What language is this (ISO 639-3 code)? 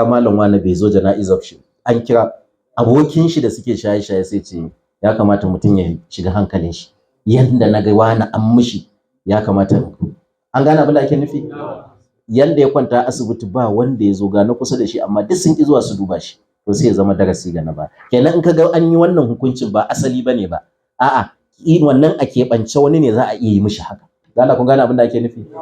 hau